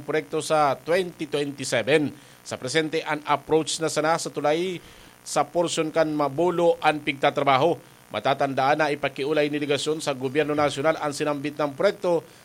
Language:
Bikol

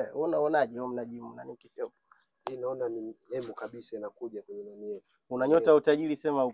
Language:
Swahili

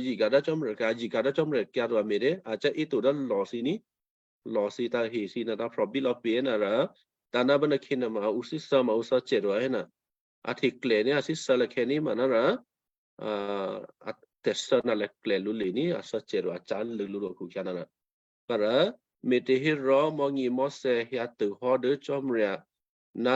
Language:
Western Kayah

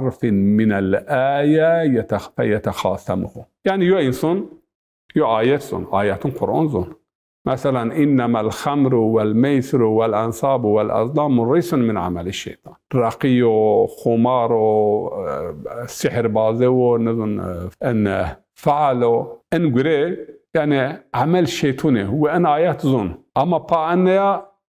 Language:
Zaza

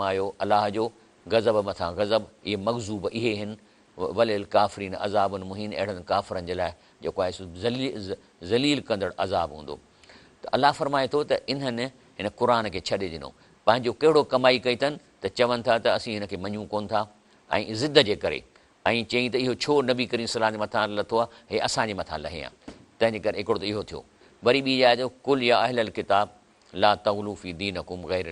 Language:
Sindhi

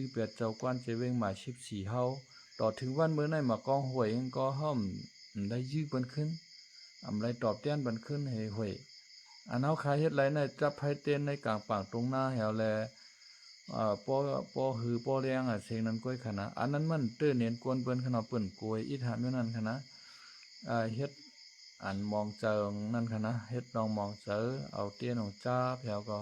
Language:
Shan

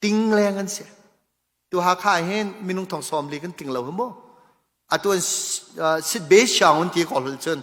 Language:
Hakha Chin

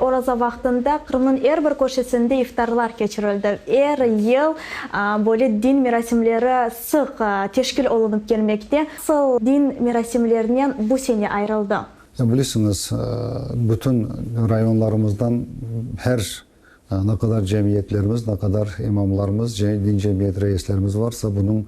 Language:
Crimean Tatar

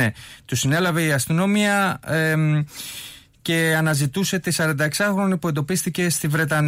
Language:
Greek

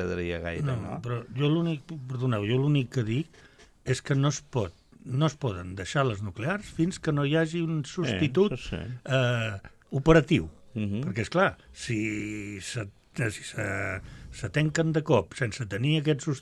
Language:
Catalan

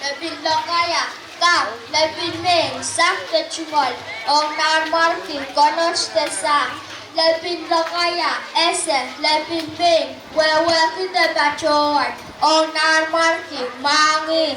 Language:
Pohnpeian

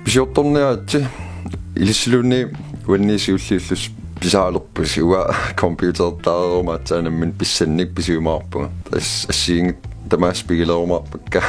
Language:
Kalaallisut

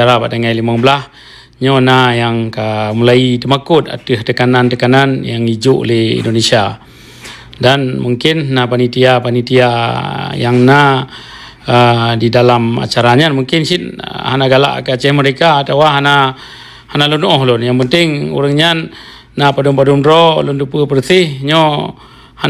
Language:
Achinese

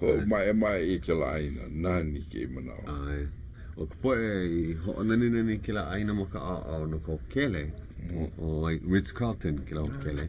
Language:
Hawaiian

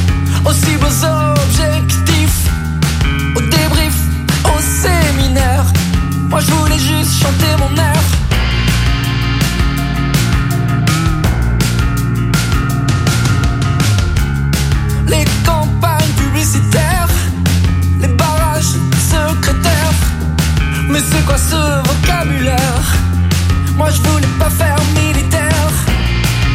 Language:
French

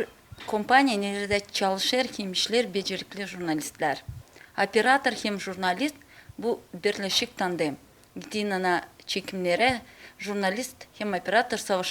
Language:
Gagauz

